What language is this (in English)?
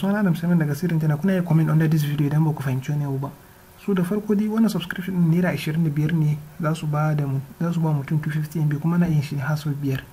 Hausa